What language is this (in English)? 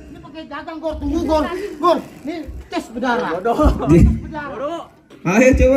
Betawi